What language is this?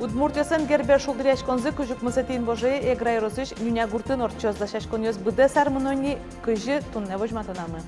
Udmurt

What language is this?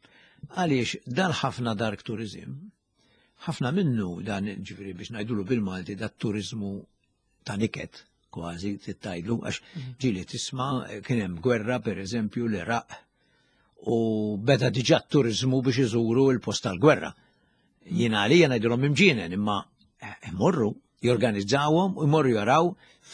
Maltese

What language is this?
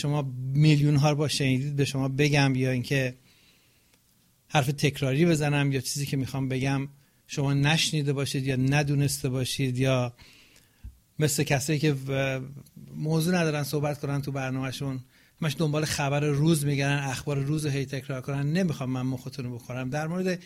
Persian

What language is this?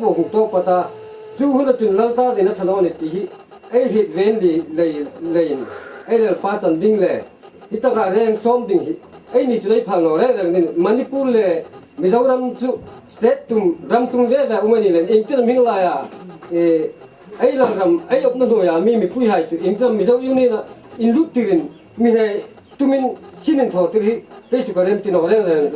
Hmar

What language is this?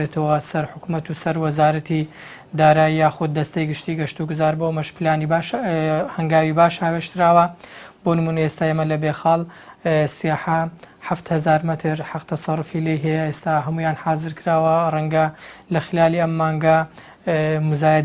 Central Kurdish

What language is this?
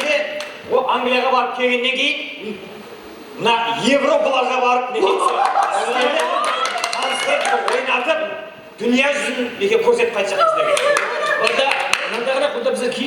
Kara-Kalpak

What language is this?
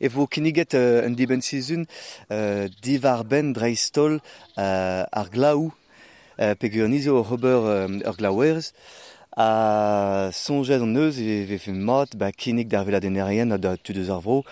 Breton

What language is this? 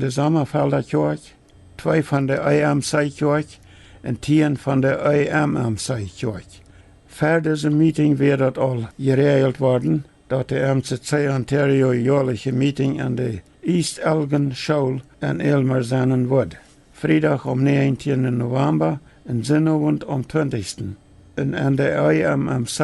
Plautdietsch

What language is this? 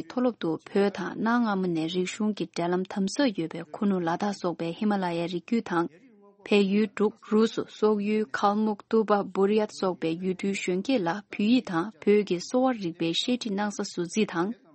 Tibetan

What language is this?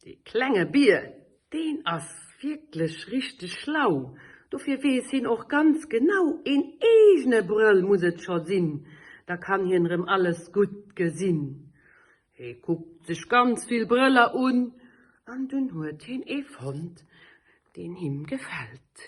Luxembourgish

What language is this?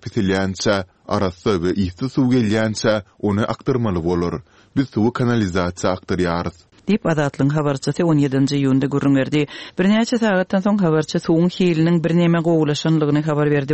Turkmen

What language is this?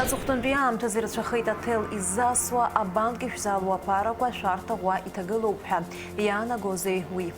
Abkhazian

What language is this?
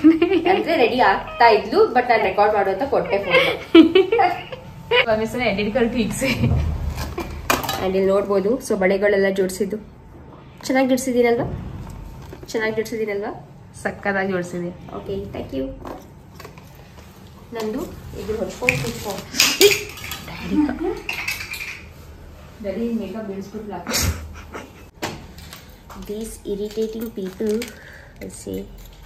Kannada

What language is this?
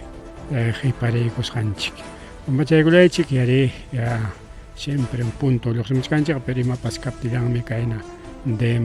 Ayacucho Quechua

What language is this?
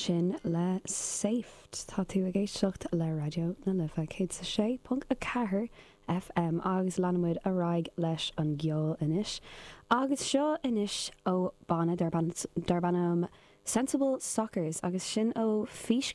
Irish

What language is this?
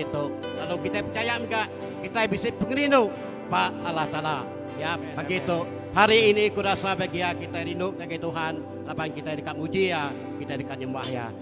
Iban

